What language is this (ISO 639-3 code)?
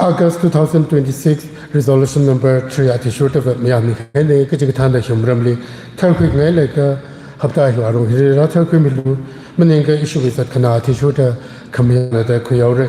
nmf